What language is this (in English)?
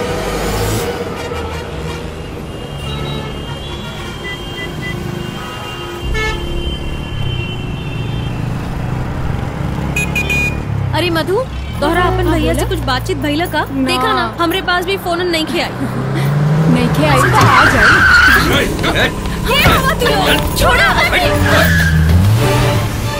Bhojpuri